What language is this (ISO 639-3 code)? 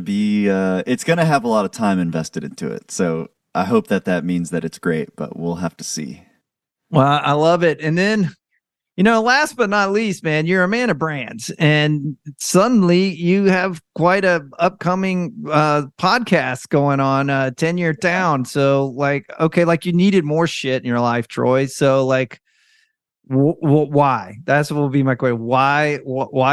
eng